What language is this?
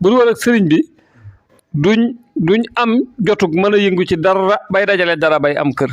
Wolof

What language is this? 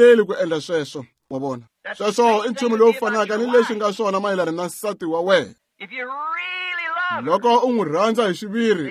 Tsonga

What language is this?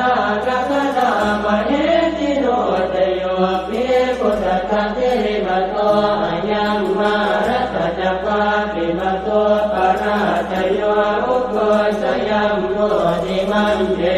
Pali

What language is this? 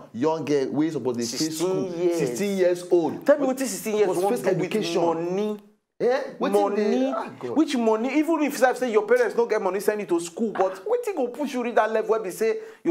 Nigerian Pidgin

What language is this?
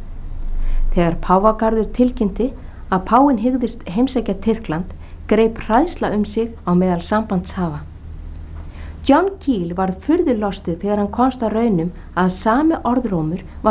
Icelandic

